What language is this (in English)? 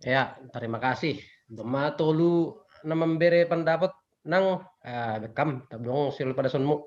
Batak Simalungun